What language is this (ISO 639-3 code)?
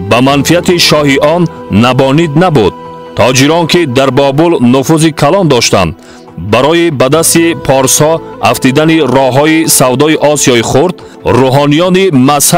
tgk